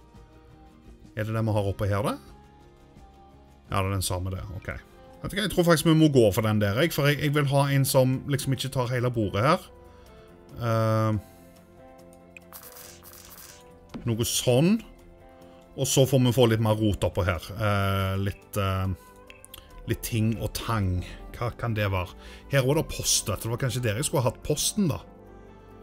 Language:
Norwegian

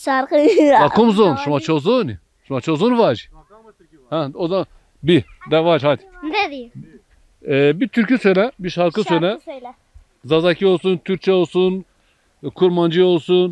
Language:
Zaza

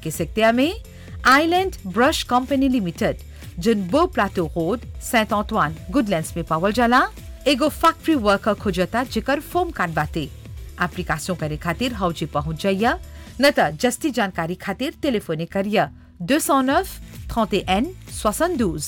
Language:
Bhojpuri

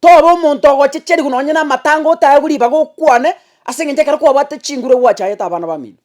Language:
Gusii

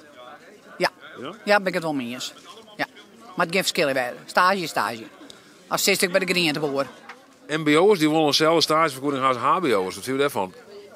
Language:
Western Frisian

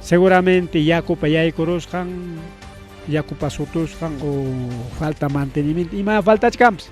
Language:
Ayacucho Quechua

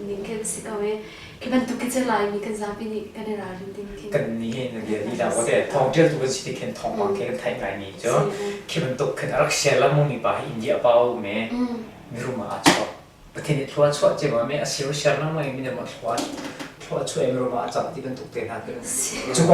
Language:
Hakha Chin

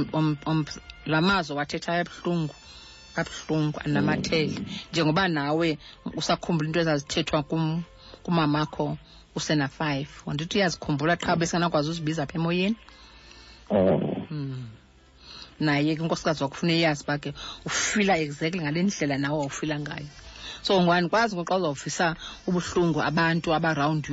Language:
Xhosa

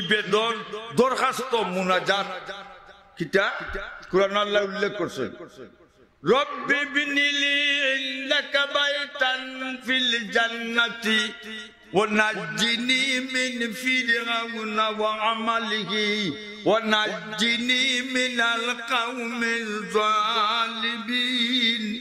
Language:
Sylheti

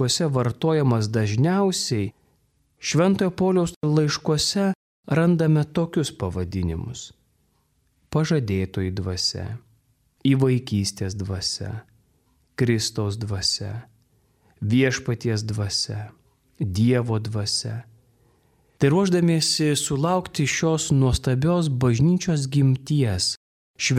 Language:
Lithuanian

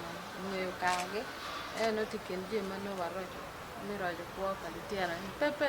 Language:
Acoli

